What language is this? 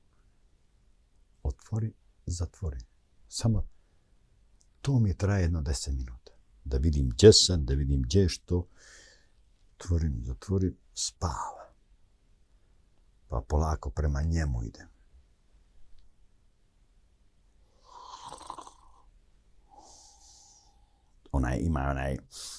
Croatian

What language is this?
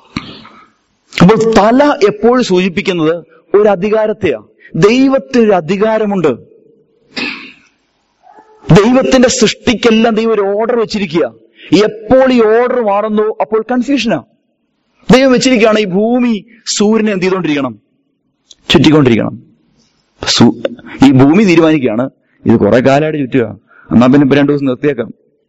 Malayalam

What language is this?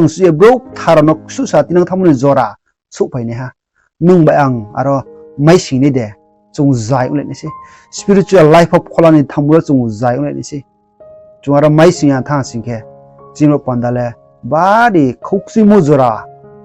Riang (India)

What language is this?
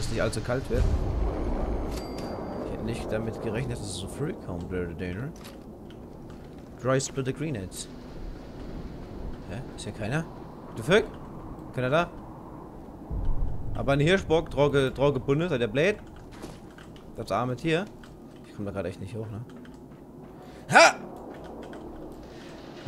German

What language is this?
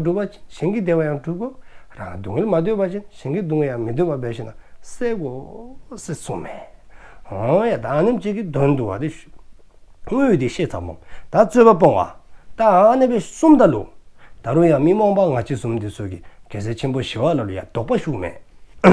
Dzongkha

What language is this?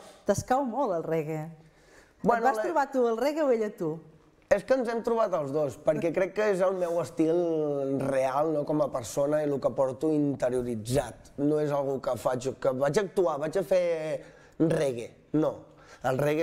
Catalan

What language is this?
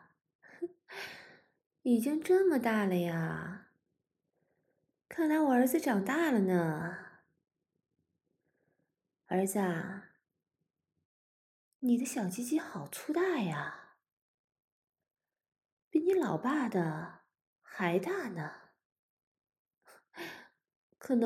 Chinese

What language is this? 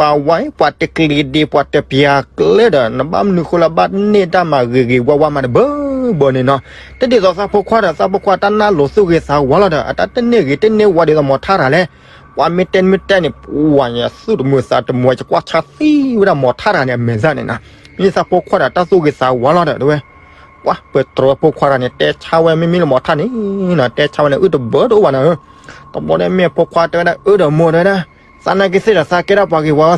S'gaw Karen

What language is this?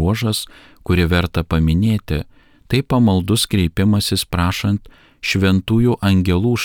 Lithuanian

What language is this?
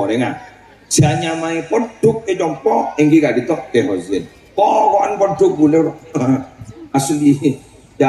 Madurese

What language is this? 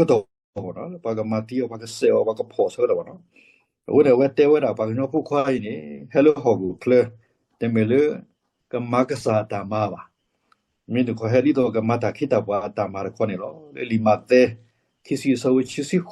S'gaw Karen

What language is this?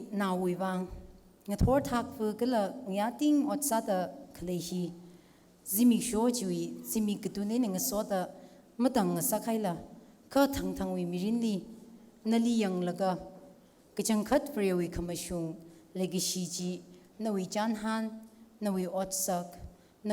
Tangkhul Naga (India)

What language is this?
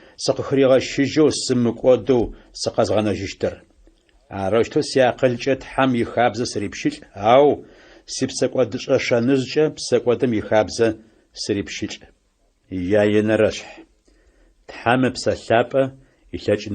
Adyghe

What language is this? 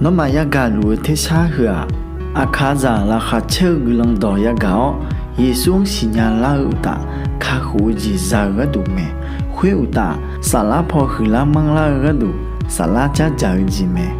Akha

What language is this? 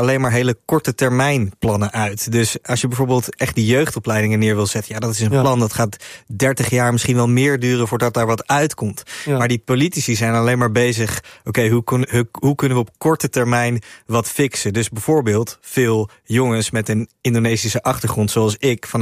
Dutch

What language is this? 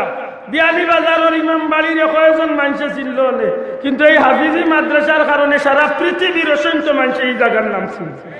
Sylheti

